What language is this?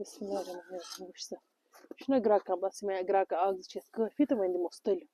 Kashmiri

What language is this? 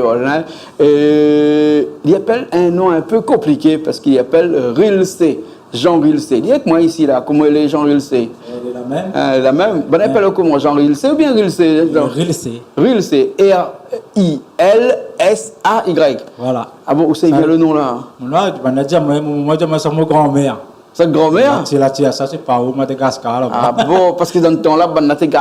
Réunion Creole French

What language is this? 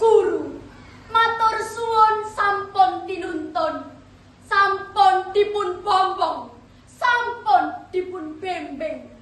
Javanese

